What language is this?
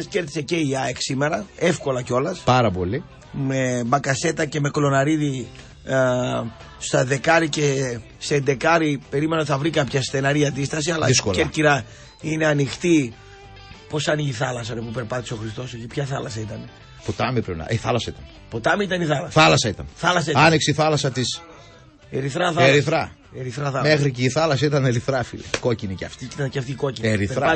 Greek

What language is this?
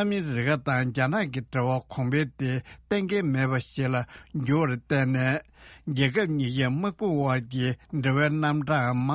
Tibetan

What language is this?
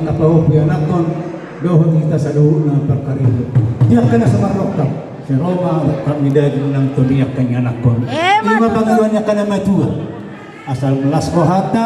Batak Toba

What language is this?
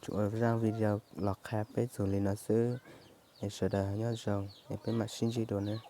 Hmong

